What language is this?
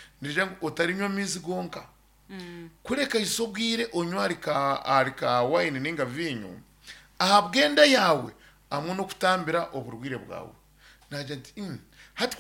Nyankole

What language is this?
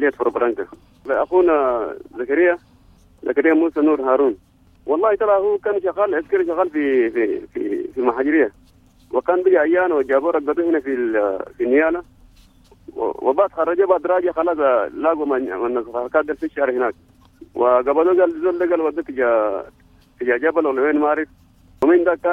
Sudanese Arabic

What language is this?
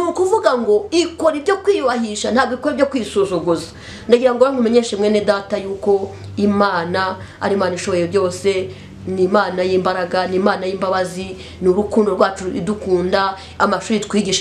Kinyarwanda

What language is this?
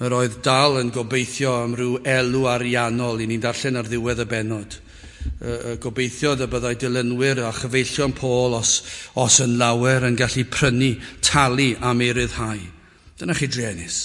Welsh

